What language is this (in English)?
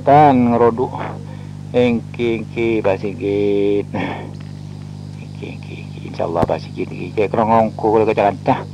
Madurese